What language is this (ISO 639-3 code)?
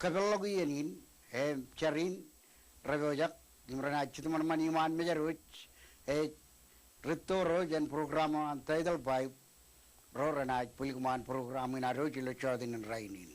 mah